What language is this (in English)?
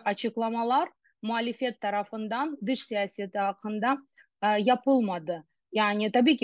Crimean Tatar